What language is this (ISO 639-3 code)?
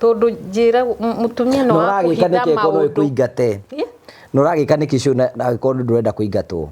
kik